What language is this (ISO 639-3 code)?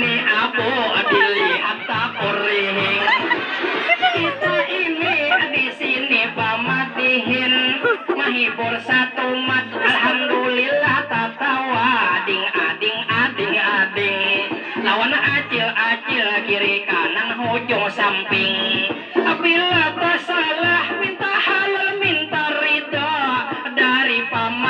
bjn